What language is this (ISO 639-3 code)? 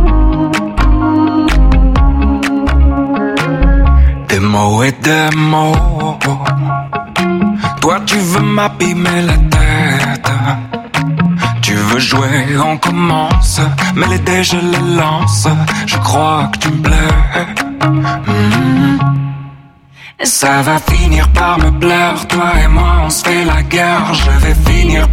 fra